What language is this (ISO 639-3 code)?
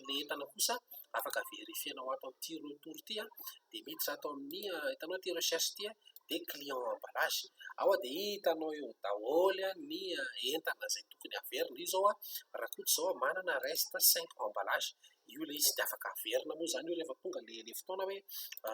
mlg